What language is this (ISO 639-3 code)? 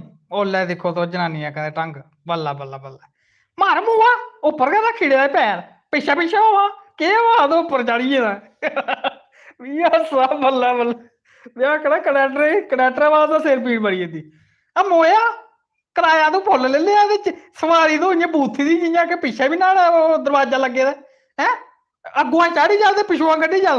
doi